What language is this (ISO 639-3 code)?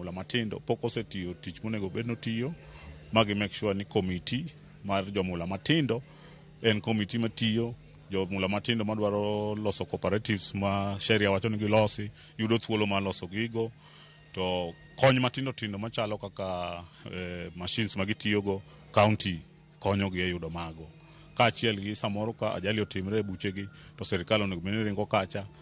luo